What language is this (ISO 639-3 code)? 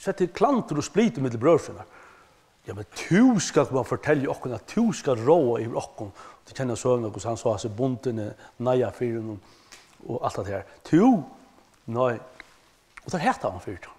fao